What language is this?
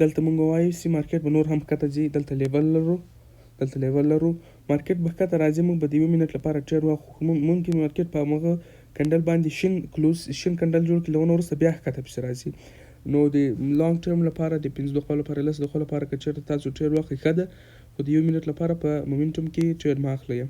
Pashto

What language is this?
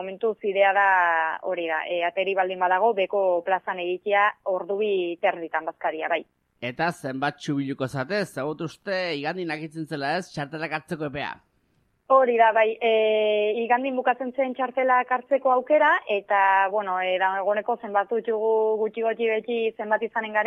Basque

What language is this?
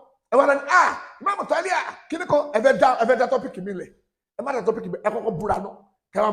Yoruba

